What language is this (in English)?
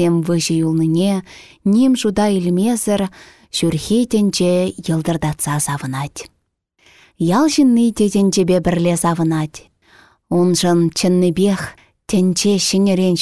Chuvash